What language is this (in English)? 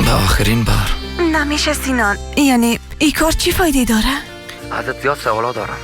Persian